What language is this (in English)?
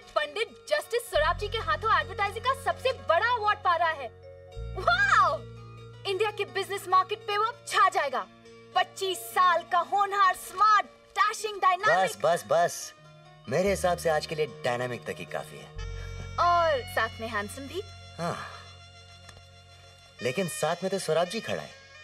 Hindi